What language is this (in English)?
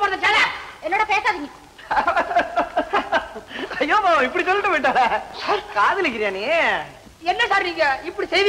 Tamil